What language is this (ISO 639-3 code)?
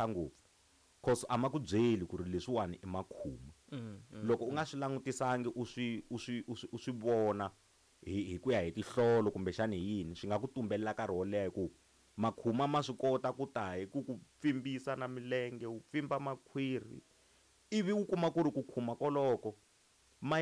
tso